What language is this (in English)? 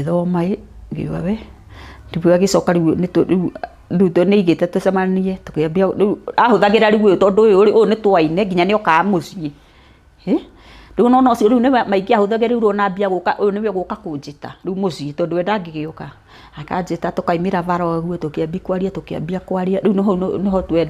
Kikuyu